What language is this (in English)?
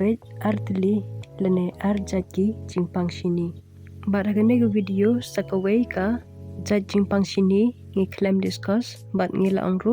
Khasi